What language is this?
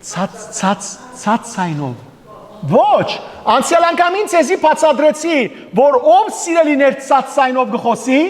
Western Armenian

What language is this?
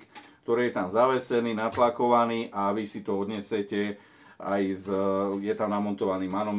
Slovak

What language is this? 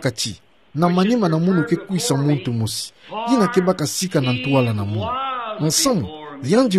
Kituba (Democratic Republic of Congo)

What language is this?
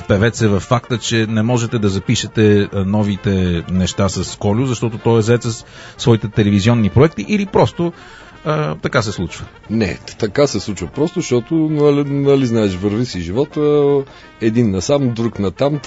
Bulgarian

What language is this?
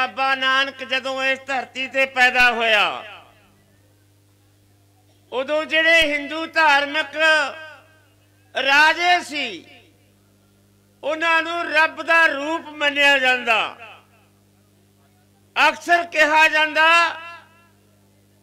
Punjabi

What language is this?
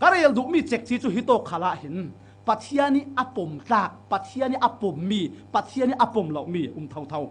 Falam Chin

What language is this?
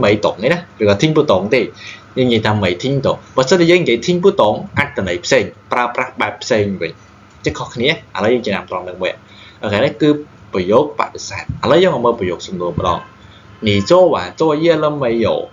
Khmer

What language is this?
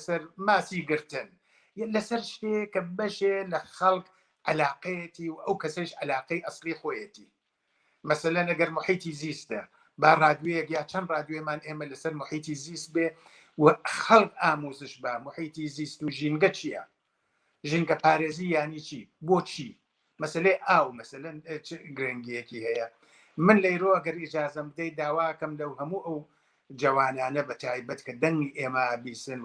Central Kurdish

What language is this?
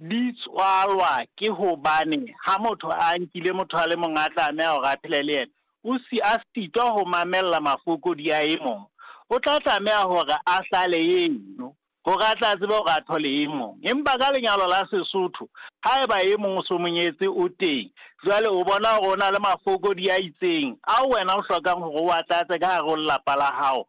Southern Sotho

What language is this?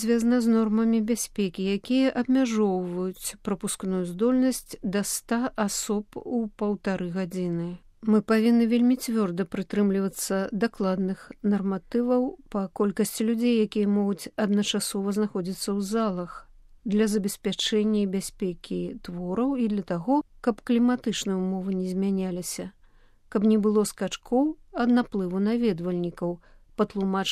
Belarusian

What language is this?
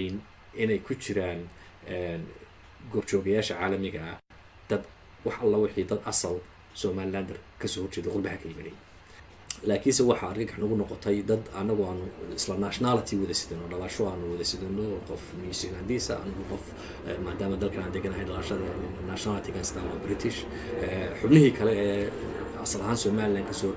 Somali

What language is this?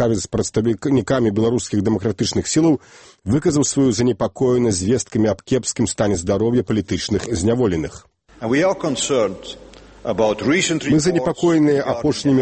Belarusian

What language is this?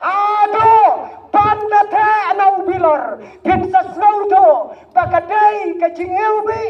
Khasi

